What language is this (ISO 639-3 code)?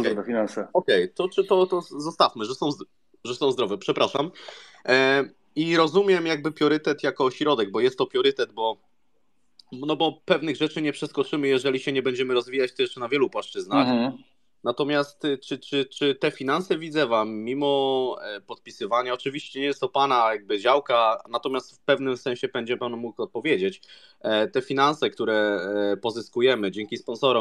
pol